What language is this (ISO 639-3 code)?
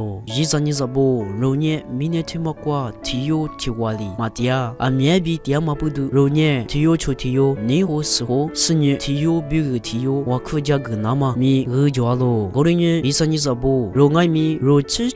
lis